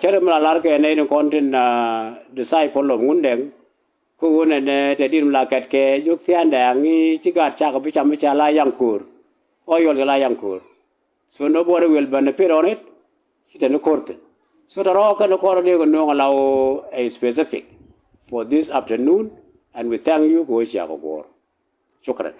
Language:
Nuer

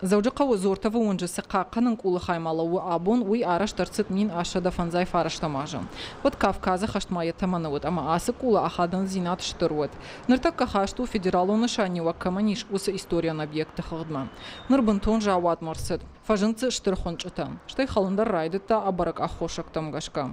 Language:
Ossetic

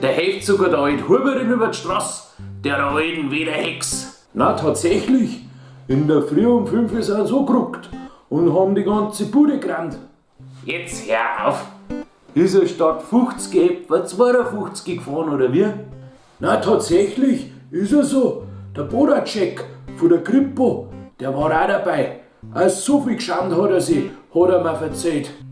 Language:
Bavarian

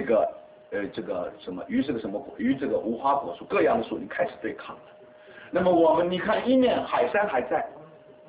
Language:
Chinese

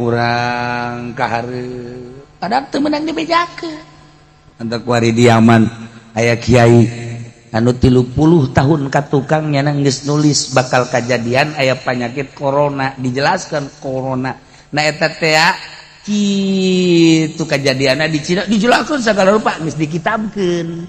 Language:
Sundanese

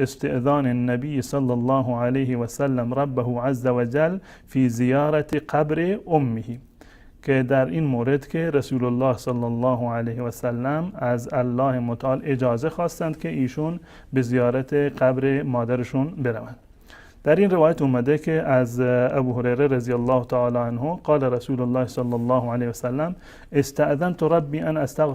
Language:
Persian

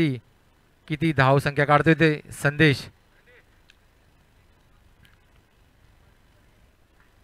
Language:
Marathi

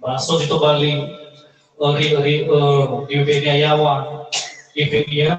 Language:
Nias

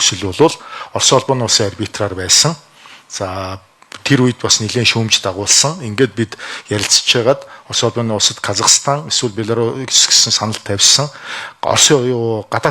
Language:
Mongolian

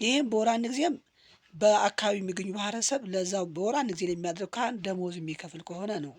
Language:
Amharic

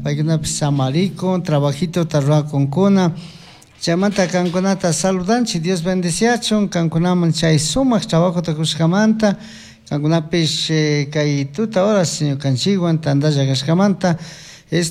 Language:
Chimborazo Highland Quichua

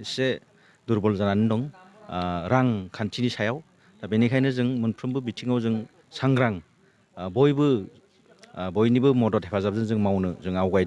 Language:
Bodo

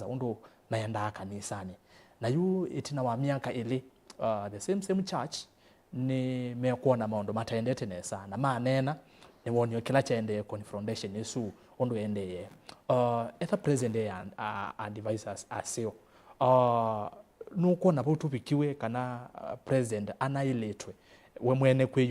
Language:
Kamba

